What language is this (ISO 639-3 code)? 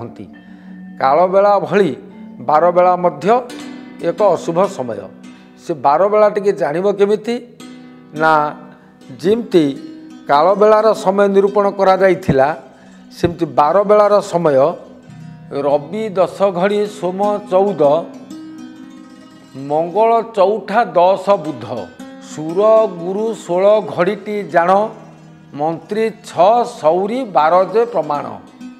ori